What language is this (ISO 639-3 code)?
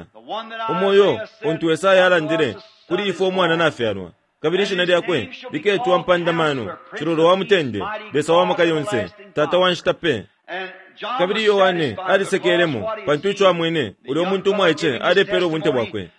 bem